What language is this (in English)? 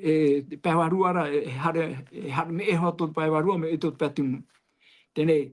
Tahitian